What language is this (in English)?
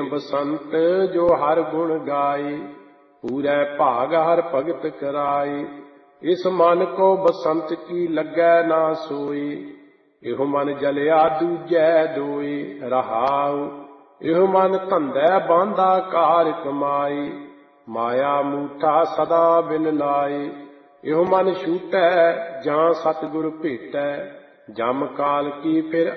Punjabi